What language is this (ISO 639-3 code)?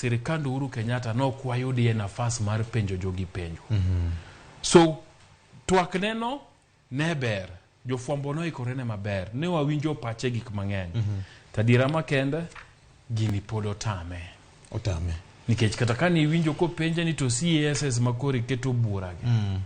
luo